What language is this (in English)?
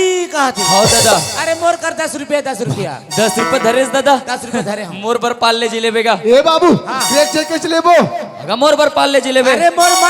Chhattisgarhi